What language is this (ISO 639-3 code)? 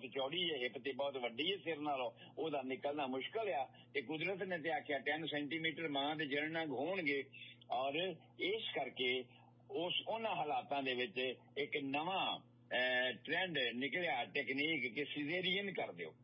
pan